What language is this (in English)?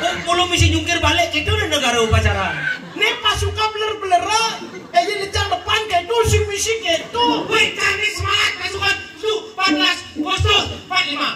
Balinese